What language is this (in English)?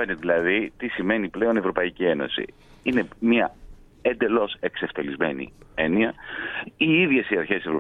Greek